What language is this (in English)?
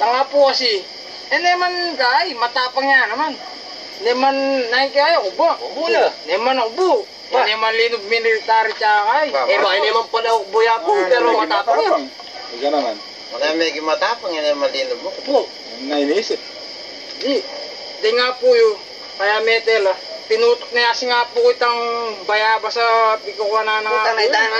Pampanga